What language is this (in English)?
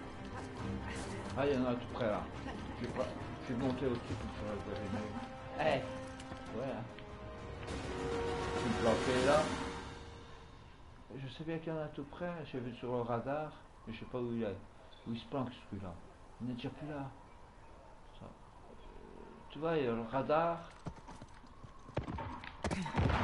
French